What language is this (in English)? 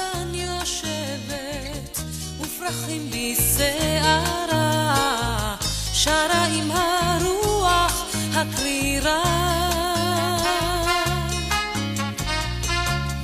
Hebrew